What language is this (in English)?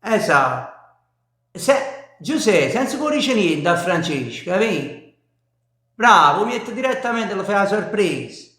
Neapolitan